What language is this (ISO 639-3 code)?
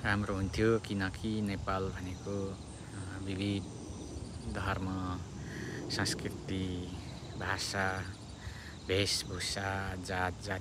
nep